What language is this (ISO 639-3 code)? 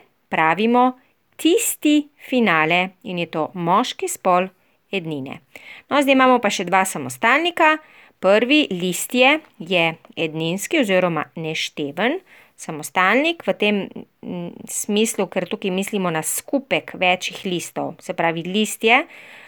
slv